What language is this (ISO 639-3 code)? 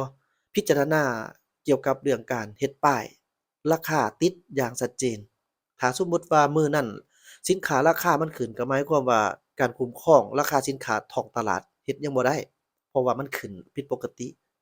lao